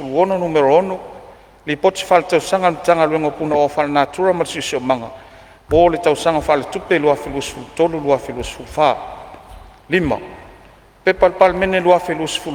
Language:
Samoan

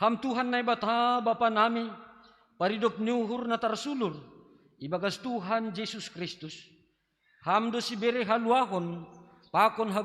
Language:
Batak Simalungun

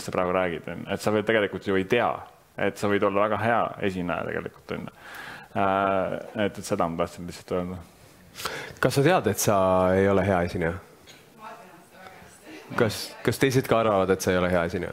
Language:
Estonian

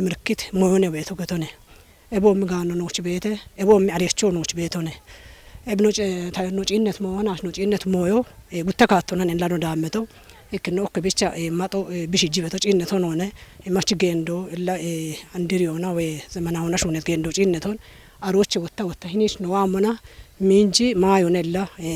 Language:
Kafa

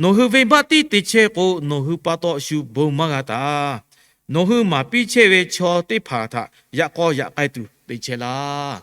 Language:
Lahu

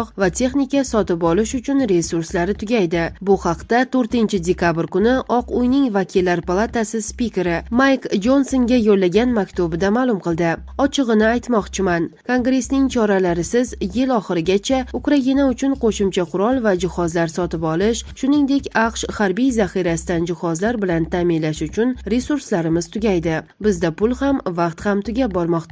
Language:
Uzbek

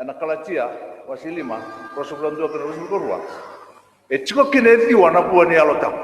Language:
Fijian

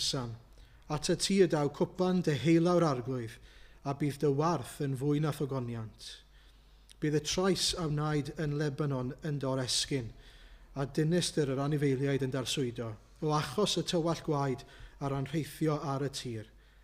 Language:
Welsh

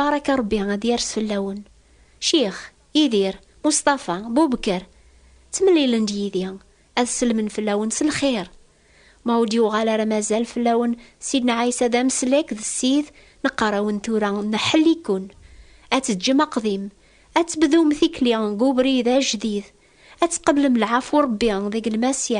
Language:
Kabyle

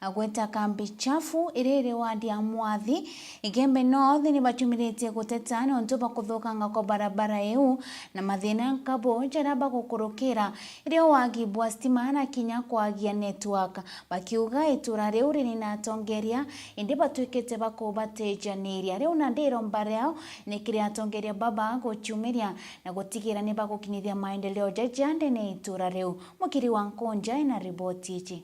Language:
Meru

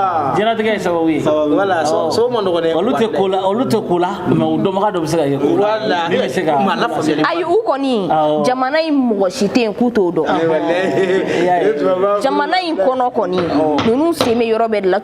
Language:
Bambara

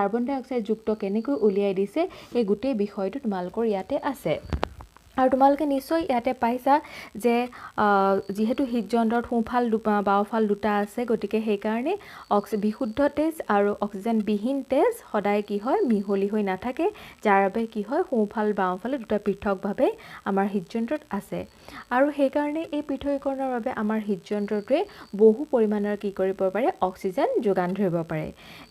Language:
Assamese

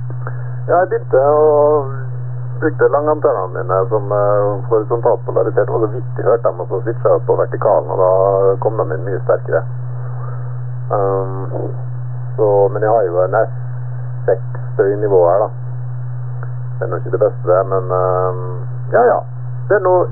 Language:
Norwegian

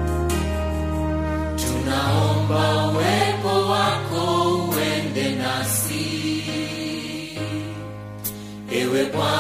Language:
Swahili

